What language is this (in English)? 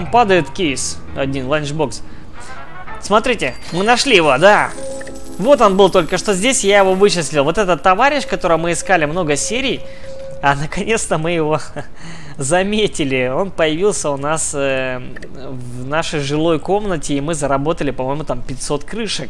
Russian